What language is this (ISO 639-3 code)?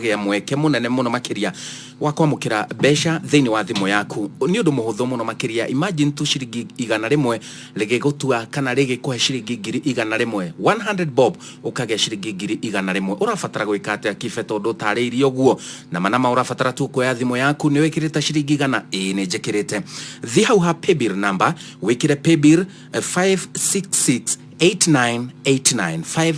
kik